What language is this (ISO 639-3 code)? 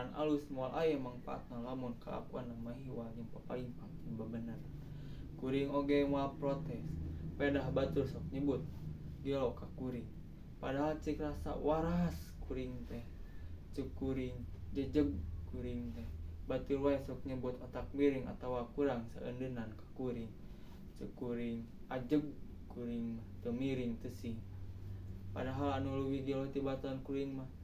sun